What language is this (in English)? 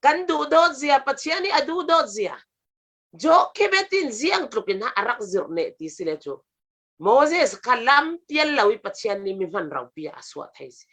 Falam Chin